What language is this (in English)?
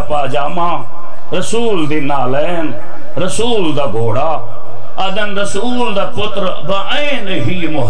Saraiki